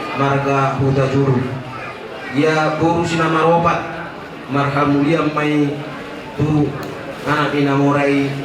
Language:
Batak Toba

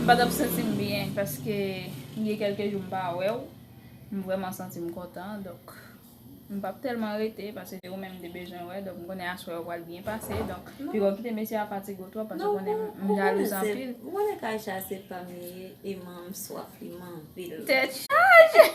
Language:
Haitian Creole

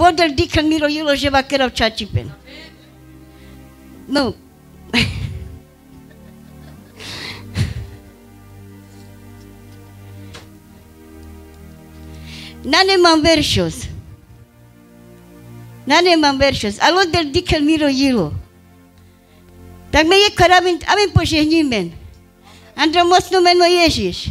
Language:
Carpathian Romani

